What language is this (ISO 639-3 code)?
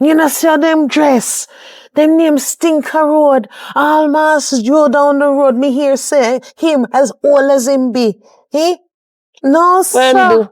jam